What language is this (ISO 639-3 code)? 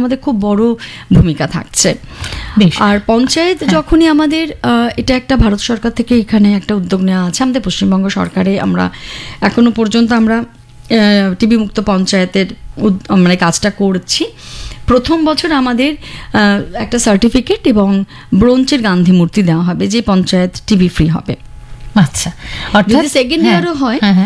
ben